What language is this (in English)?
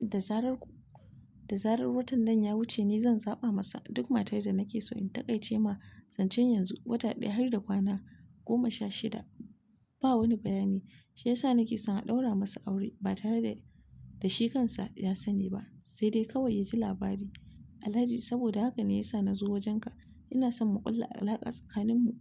Hausa